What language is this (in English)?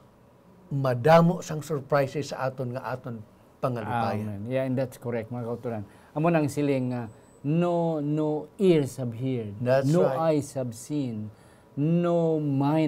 Hiligaynon